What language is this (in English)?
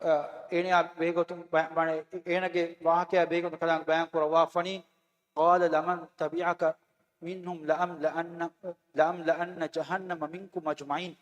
Divehi